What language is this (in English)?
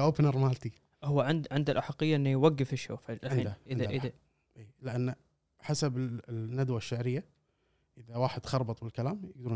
Gulf Arabic